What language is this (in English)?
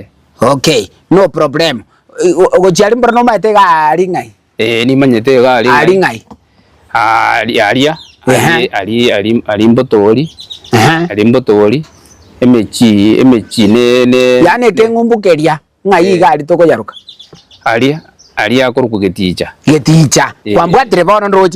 Gusii